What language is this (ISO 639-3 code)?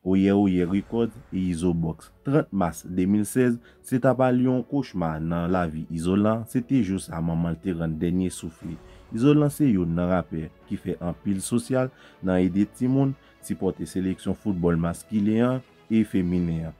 hat